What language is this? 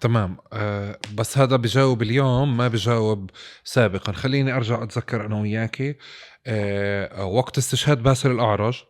North Levantine Arabic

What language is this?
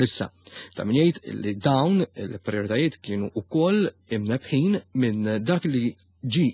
Maltese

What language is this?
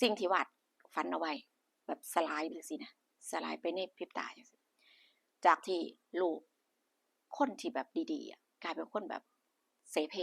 Northeastern Thai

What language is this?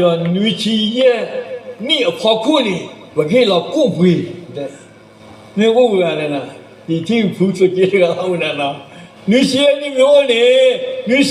S'gaw Karen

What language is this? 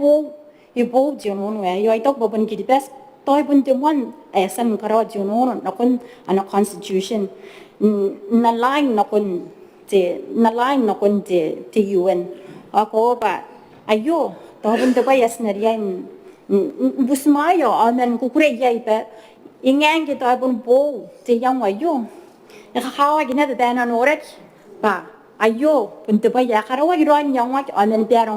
Gilbertese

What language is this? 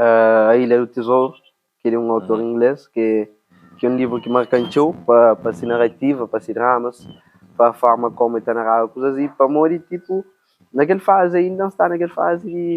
Kabuverdianu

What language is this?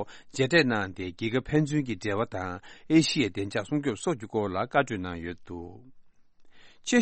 Tibetan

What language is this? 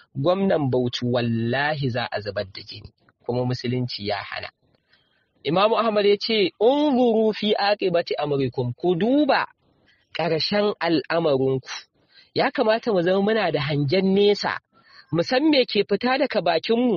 Hausa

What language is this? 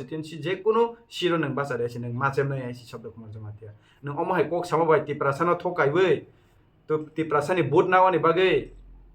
Kok Borok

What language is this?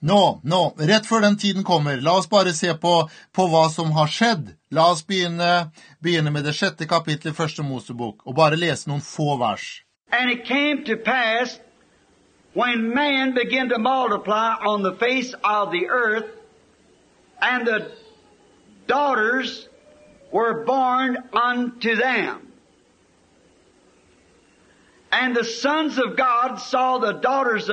Norwegian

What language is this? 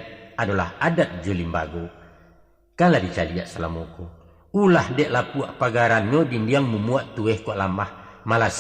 Minangkabau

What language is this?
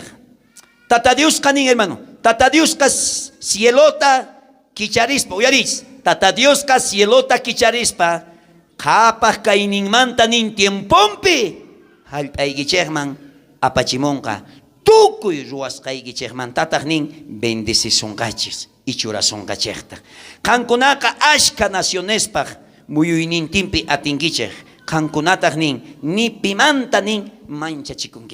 South Bolivian Quechua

